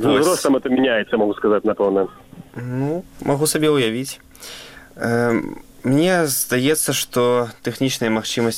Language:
Belarusian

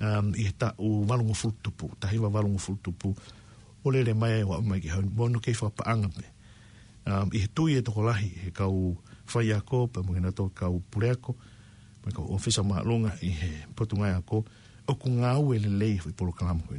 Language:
Tongan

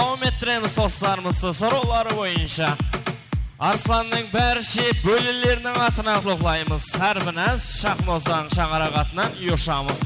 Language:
Kara-Kalpak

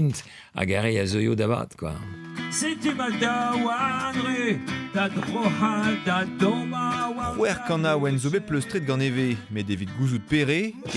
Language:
Breton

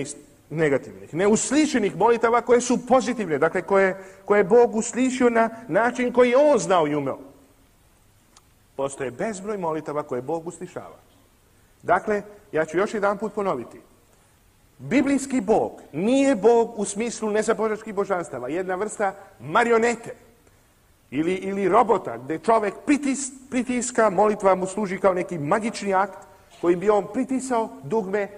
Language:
Serbian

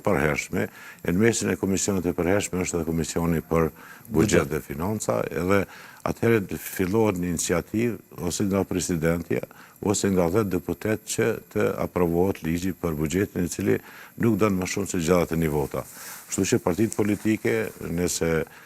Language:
Albanian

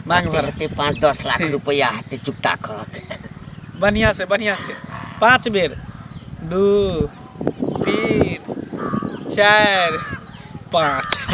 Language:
Maithili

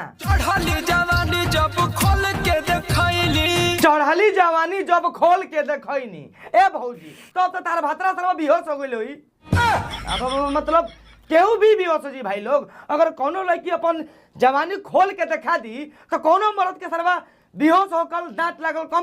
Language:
Bhojpuri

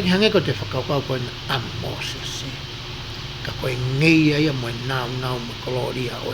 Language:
Tongan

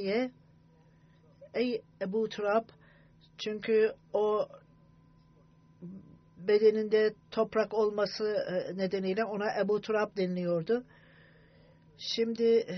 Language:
Turkish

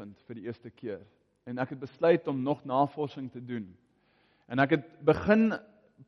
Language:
Afrikaans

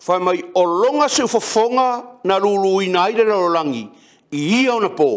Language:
Samoan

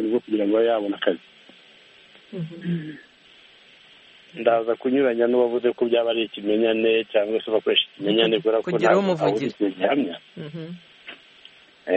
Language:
Kinyarwanda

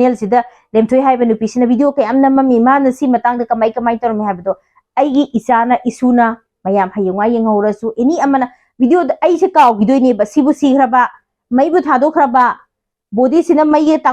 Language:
Manipuri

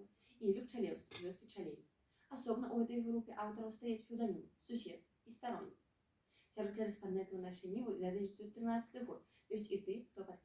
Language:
Belarusian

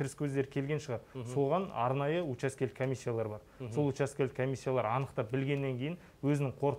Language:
Kazakh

